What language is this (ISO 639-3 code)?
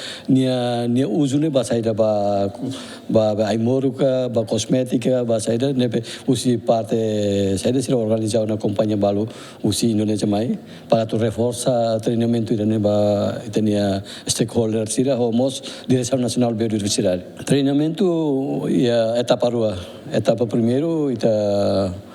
tet